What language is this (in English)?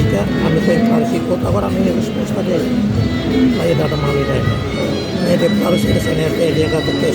Tetum